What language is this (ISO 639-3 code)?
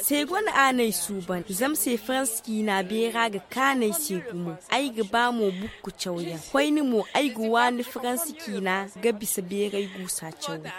dje